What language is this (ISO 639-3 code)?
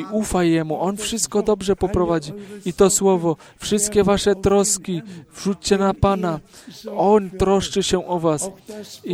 pol